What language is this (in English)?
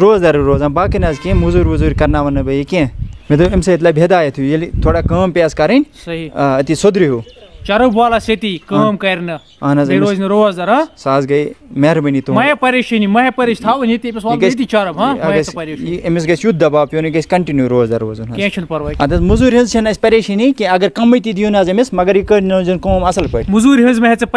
Kashmiri